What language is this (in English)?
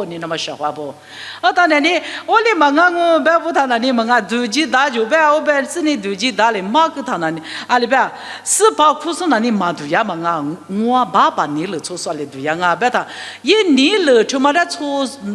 Lisu